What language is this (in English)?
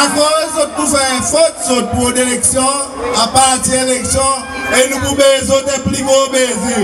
Seselwa Creole French